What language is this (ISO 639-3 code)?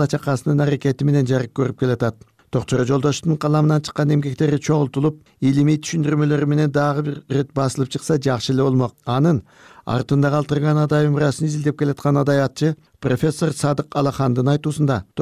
kir